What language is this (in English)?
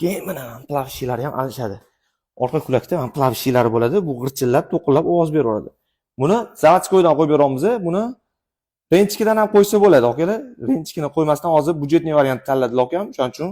Uzbek